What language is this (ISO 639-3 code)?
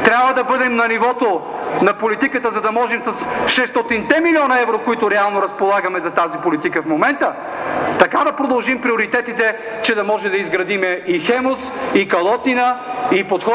bul